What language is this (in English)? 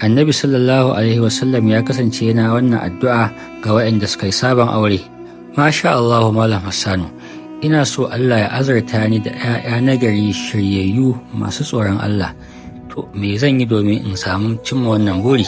Hausa